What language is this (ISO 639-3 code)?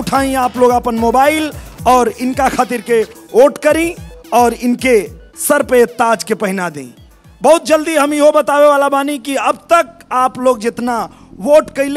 bho